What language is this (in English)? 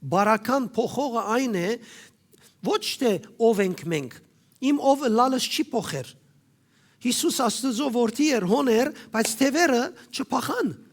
Western Armenian